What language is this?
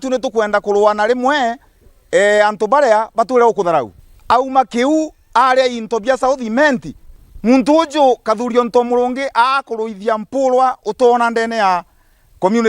Meru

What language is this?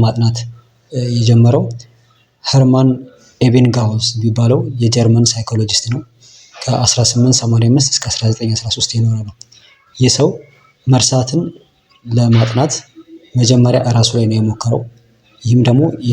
Amharic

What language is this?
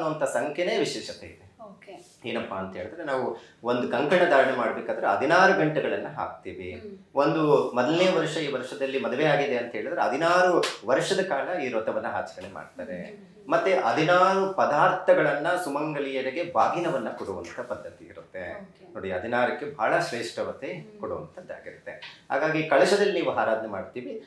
Kannada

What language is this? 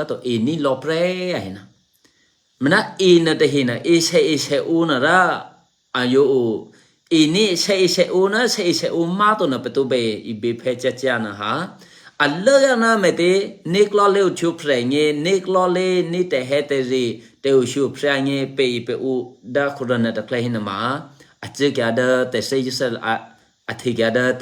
Eastern Kayah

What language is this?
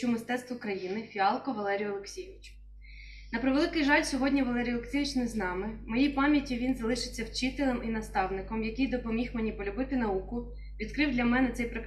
Ukrainian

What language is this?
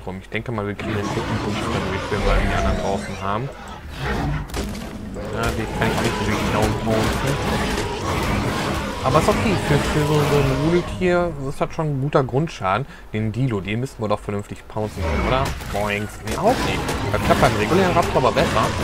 German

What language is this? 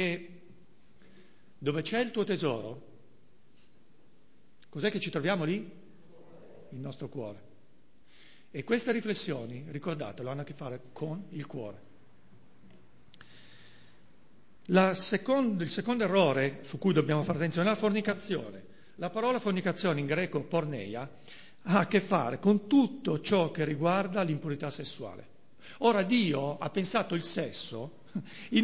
Italian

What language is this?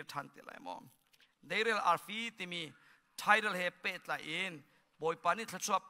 Hakha Chin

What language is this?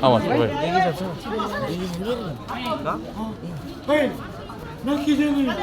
Ambonese Malay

